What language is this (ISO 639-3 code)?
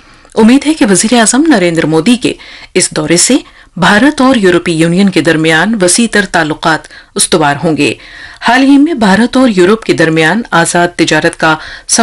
urd